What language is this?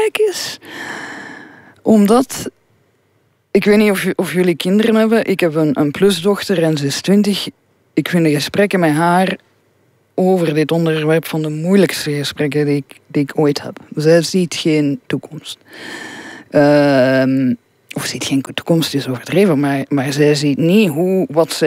Dutch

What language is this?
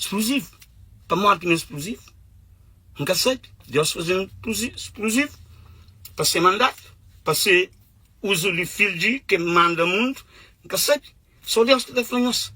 Kabuverdianu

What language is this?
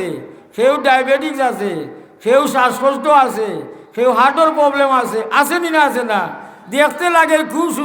Sylheti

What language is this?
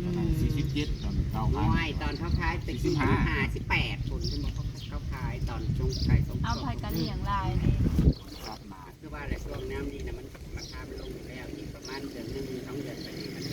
Northeastern Thai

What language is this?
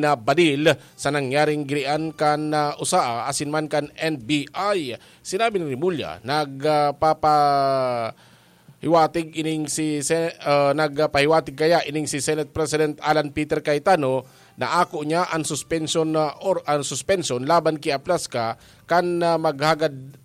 Bikol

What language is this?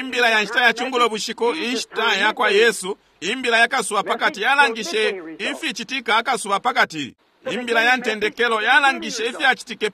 Bemba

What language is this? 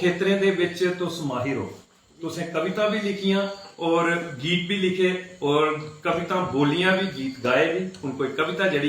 Dogri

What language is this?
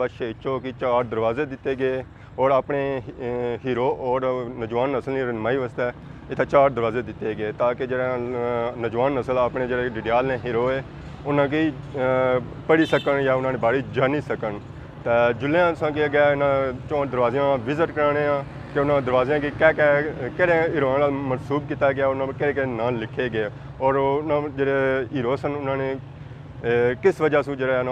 Pahari-Potwari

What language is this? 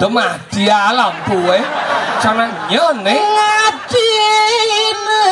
Balinese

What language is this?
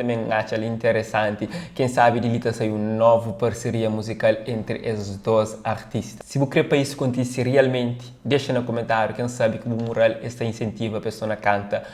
Kabuverdianu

